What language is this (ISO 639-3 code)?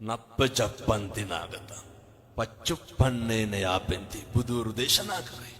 sin